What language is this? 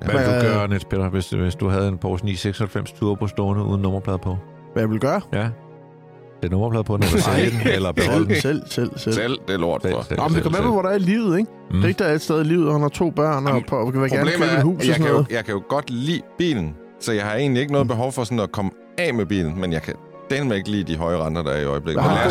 Danish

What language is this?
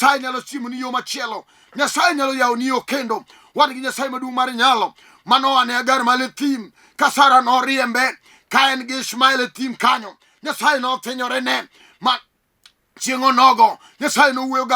Luo (Kenya and Tanzania)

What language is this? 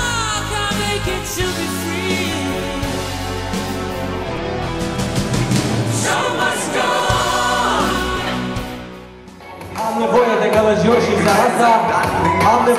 Romanian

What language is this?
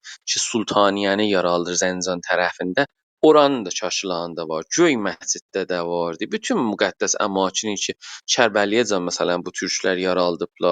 South Azerbaijani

